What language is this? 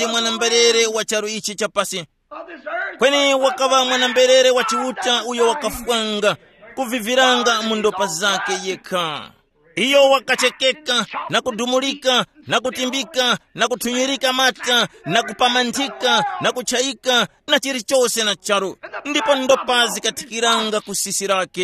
Tumbuka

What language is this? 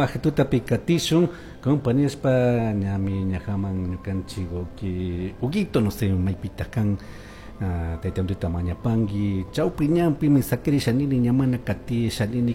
Chimborazo Highland Quichua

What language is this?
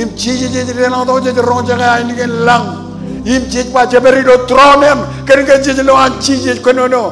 Marshallese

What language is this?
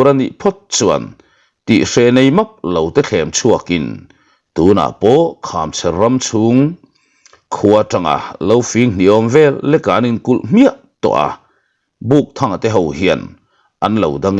Mizo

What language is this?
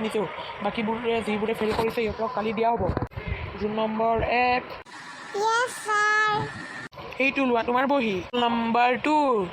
Assamese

